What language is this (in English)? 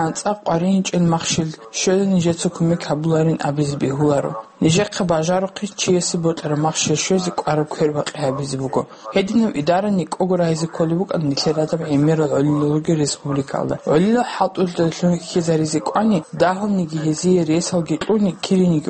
Avaric